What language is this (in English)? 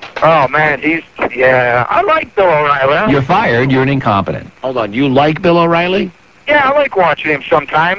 English